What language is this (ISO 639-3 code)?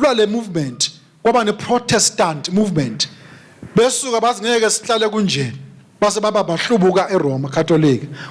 ssw